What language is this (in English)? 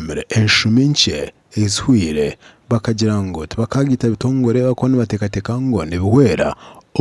Nyankole